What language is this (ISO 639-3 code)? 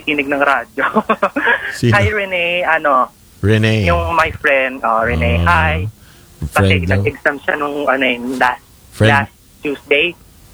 fil